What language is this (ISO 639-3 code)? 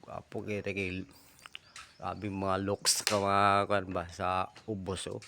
ceb